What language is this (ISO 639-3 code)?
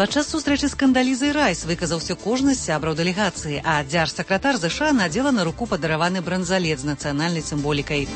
bel